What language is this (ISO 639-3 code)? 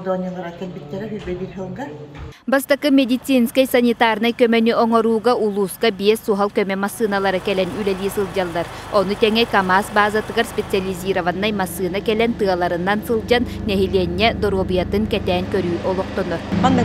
sah